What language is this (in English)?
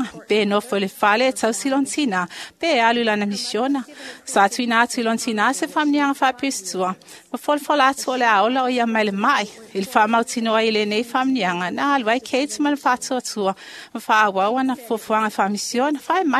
Samoan